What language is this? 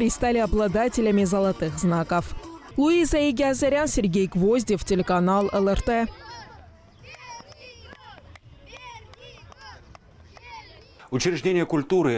Russian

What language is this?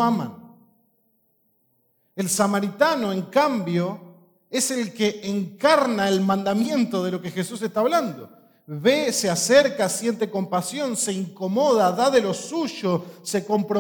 Spanish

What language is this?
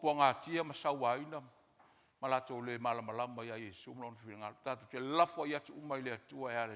Samoan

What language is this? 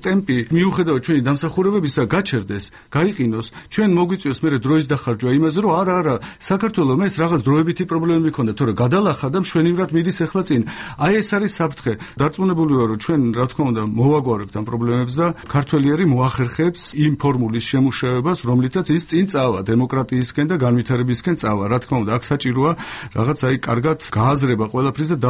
Georgian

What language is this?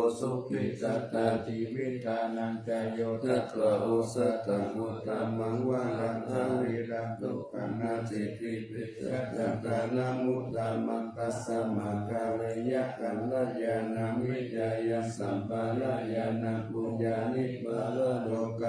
Pali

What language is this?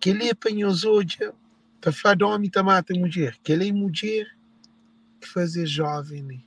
Kabuverdianu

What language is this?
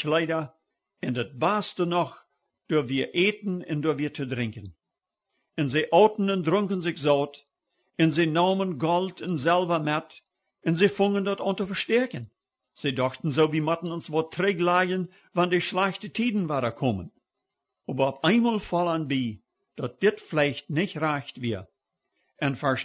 Plautdietsch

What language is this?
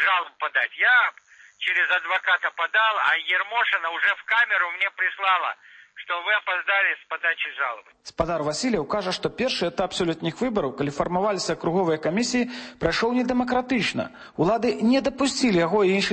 Belarusian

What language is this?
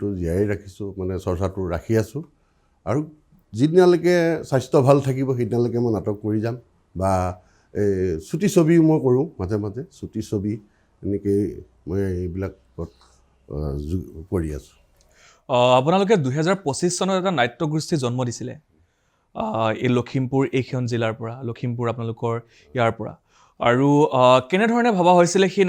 Assamese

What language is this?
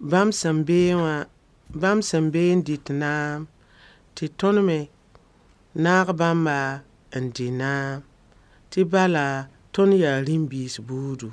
Mossi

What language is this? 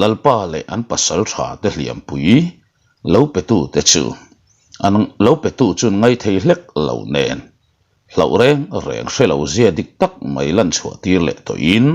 Mizo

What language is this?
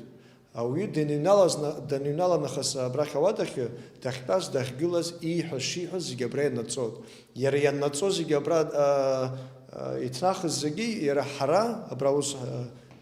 Abkhazian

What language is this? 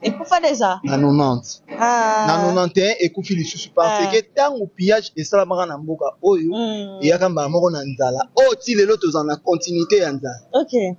Lingala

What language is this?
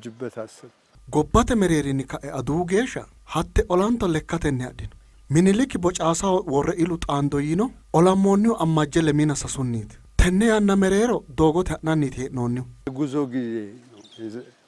Sidamo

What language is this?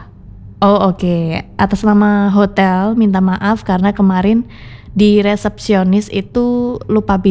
Indonesian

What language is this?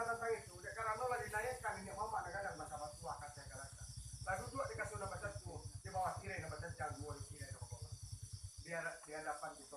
Minangkabau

